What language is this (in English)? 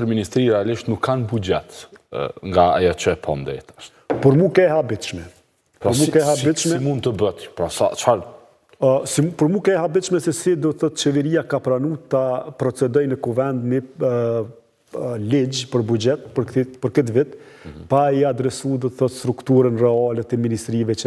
Albanian